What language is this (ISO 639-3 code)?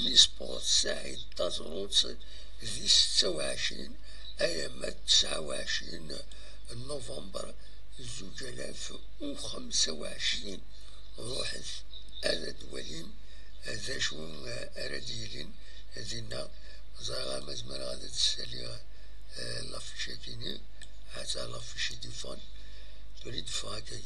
kab